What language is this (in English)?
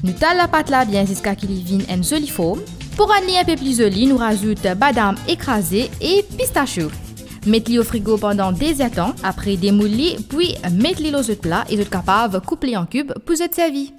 Morisyen